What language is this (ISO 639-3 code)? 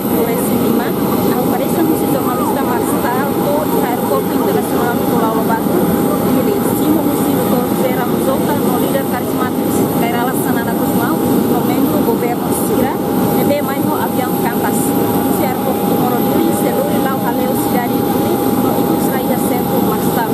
tet